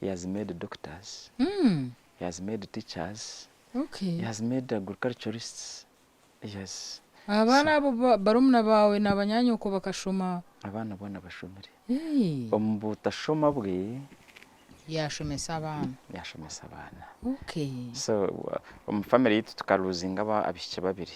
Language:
Nyankole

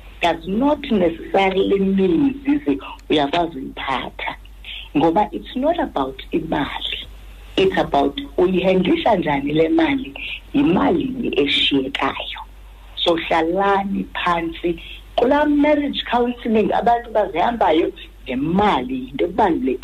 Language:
Xhosa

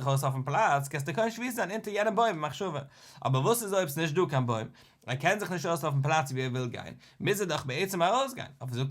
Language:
Yiddish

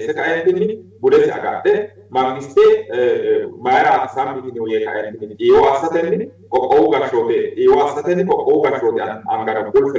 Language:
Sidamo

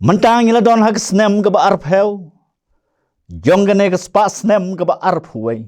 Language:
Khasi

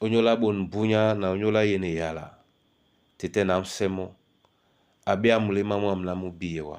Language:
Duala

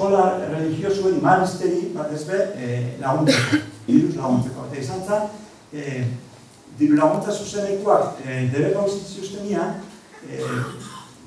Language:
Basque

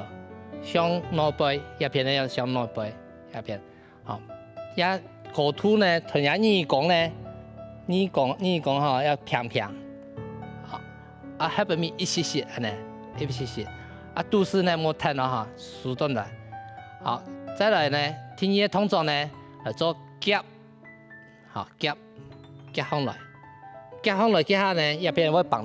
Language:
Hakka Chinese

